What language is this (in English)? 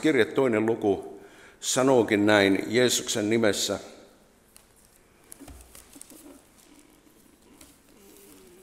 Finnish